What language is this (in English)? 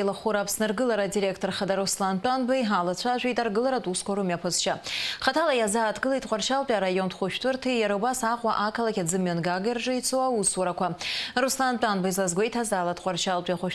Abkhazian